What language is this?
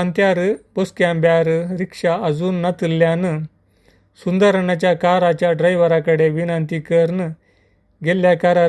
Konkani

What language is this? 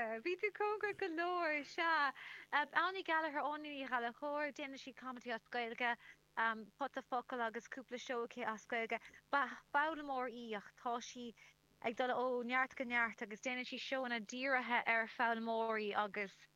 Irish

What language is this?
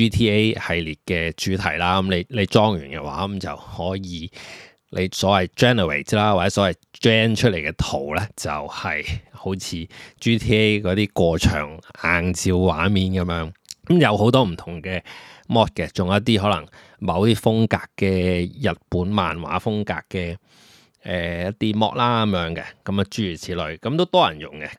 Cantonese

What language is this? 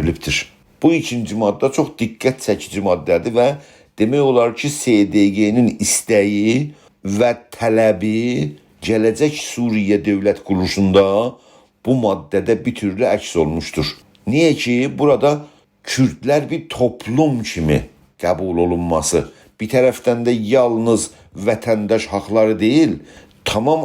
South Azerbaijani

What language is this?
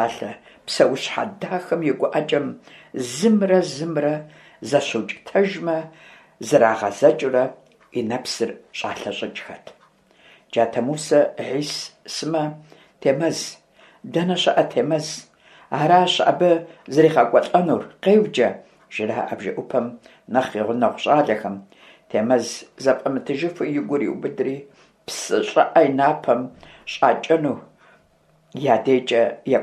Kabardian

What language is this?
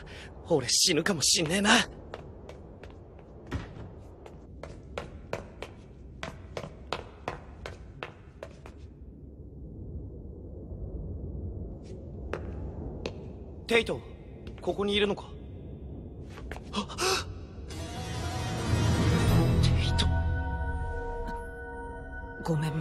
Japanese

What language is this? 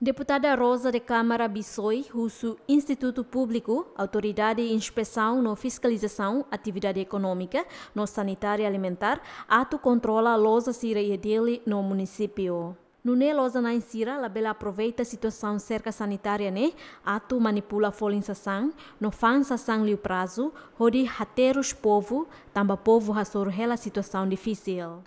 Tetum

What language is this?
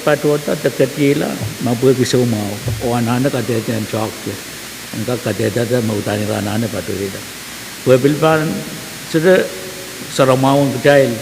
Pohnpeian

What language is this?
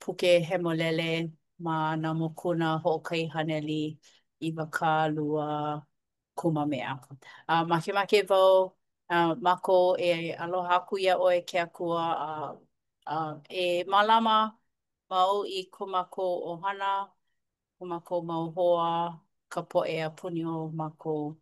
Hawaiian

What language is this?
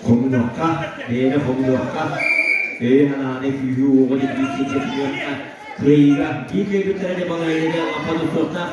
Yakut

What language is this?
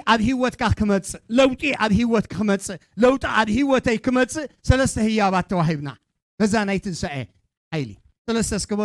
Tigrinya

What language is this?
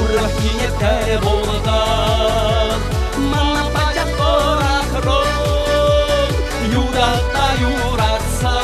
Chuvash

